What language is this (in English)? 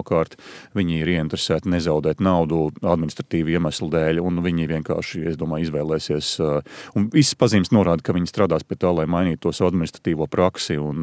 Latvian